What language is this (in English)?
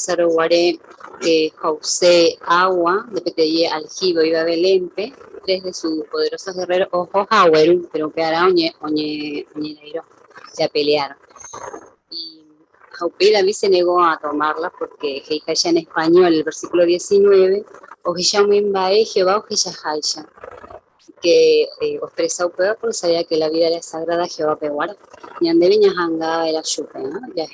Guarani